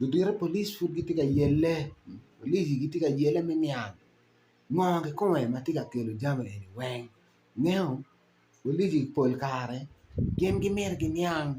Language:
Acoli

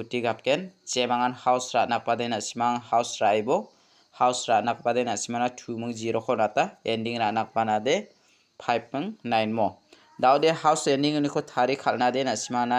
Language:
Garo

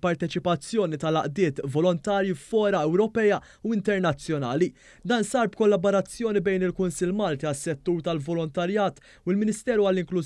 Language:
Maltese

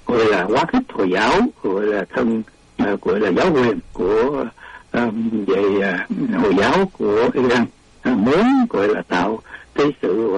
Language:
Vietnamese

